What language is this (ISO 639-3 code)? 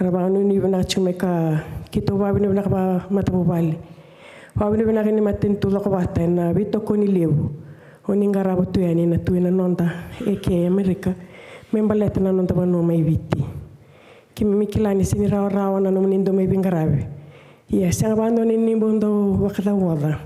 fij